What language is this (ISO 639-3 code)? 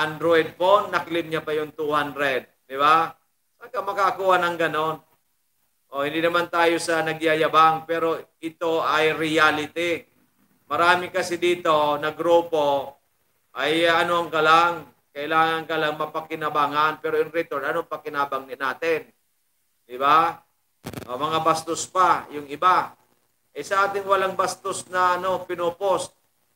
fil